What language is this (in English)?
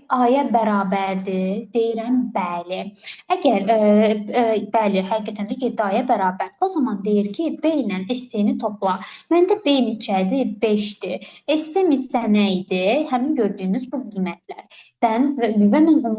Azerbaijani